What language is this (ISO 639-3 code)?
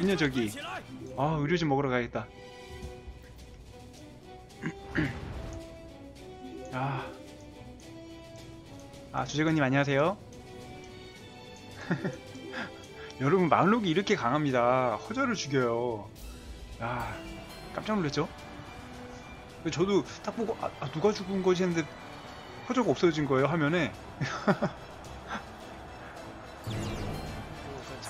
kor